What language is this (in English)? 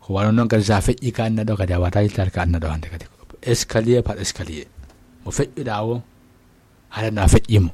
Fula